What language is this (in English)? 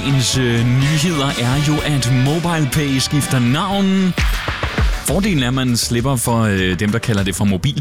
Danish